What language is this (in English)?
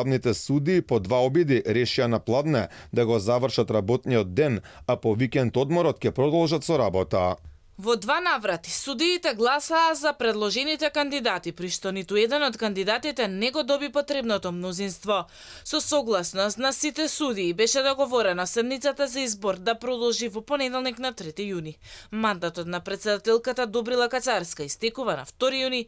Macedonian